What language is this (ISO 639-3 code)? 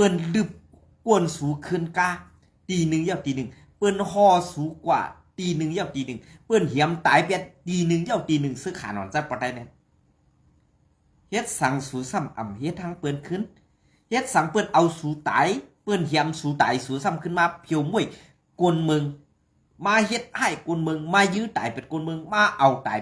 shn